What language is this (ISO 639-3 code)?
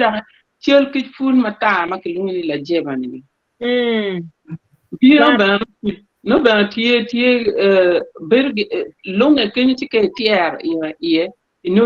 ach